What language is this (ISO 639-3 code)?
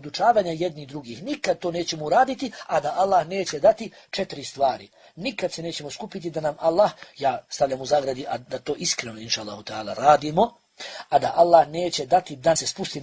bos